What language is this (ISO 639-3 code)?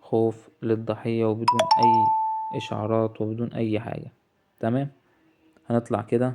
arz